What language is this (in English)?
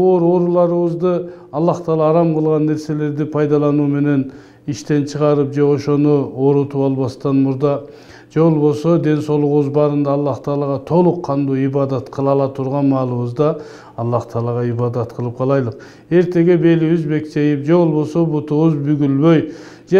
Kyrgyz